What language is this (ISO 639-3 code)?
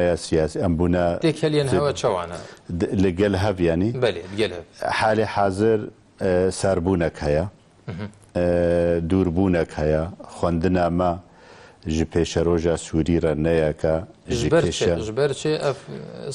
kur